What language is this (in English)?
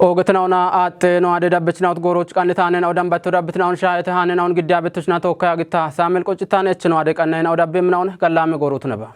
Kafa